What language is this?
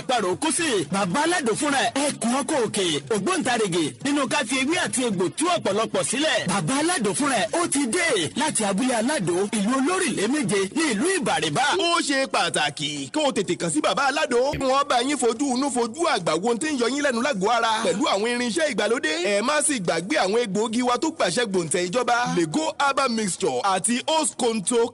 Yoruba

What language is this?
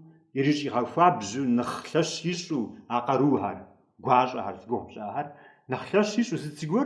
Kabardian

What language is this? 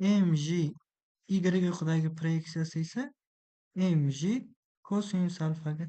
Uzbek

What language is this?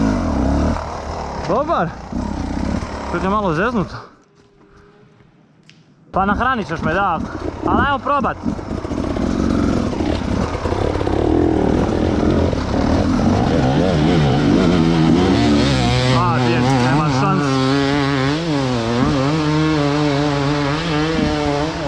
Croatian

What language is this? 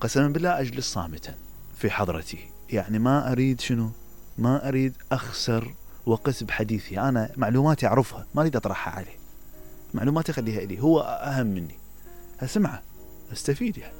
Mesopotamian Arabic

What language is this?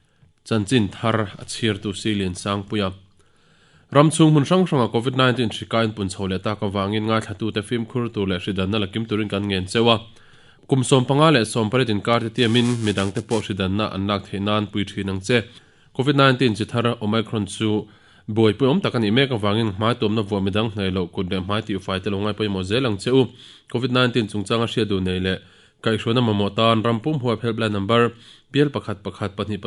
Mizo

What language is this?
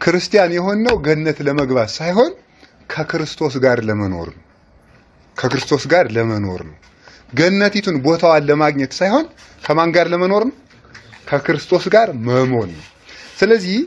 Amharic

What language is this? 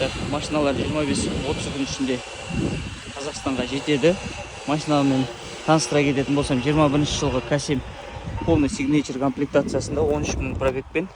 Kazakh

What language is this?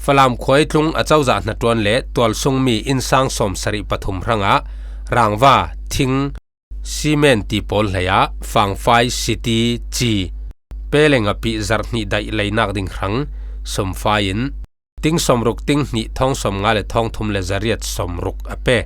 Falam Chin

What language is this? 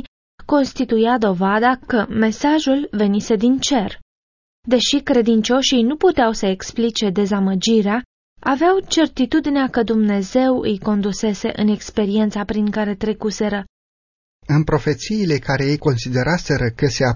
Romanian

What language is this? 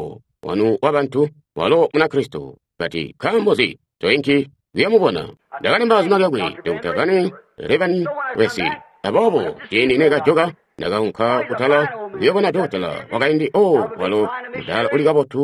Tonga (Zambia)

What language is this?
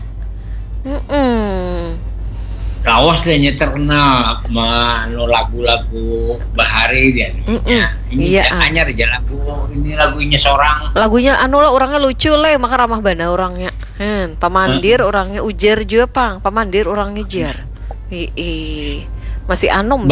Banjar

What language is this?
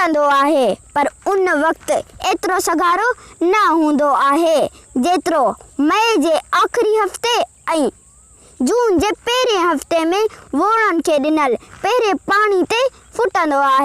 Sindhi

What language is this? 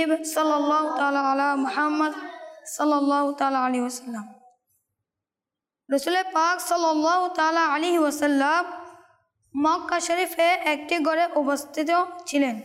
Bangla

